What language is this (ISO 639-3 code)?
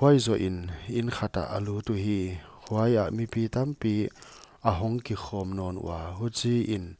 pck